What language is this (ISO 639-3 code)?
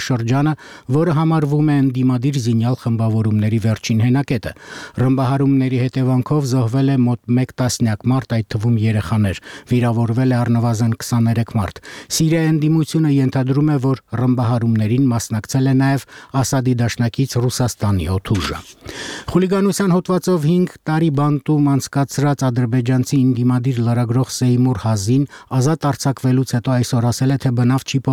hye